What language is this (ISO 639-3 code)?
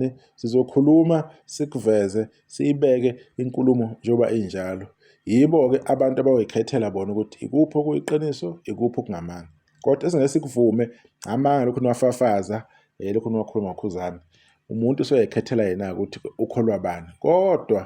zul